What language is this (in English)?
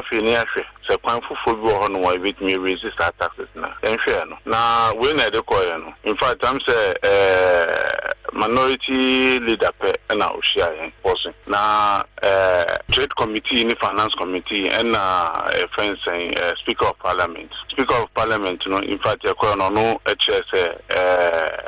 Akan